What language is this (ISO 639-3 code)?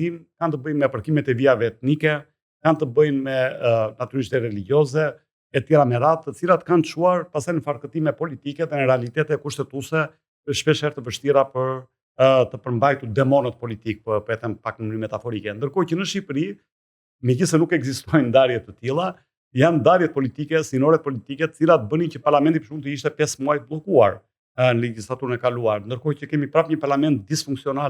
sqi